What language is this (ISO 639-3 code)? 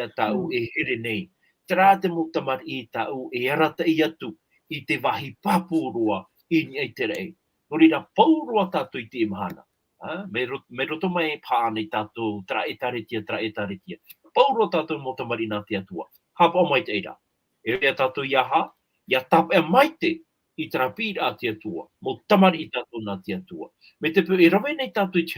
tah